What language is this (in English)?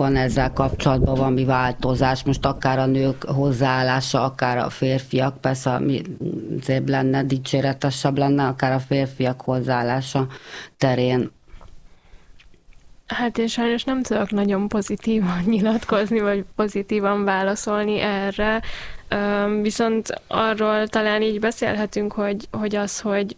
Hungarian